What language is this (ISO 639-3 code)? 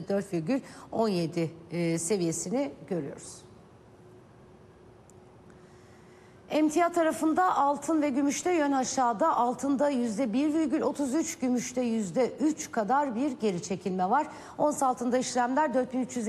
tur